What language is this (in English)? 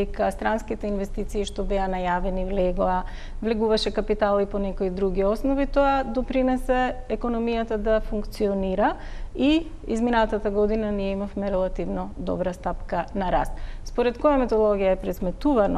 Macedonian